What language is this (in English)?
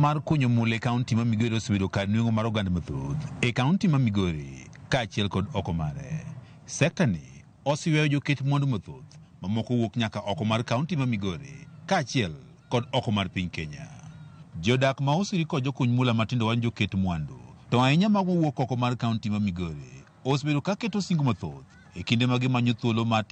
Luo (Kenya and Tanzania)